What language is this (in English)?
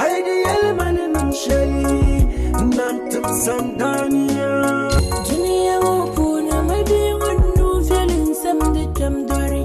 Dagbani